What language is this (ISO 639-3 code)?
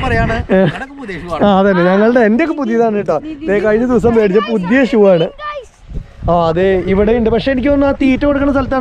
mal